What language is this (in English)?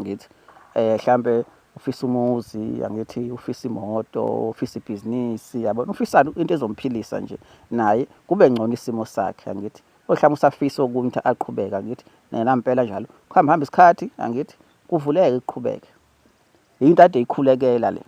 Zulu